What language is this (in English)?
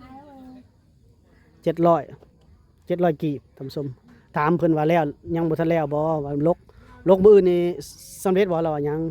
Lao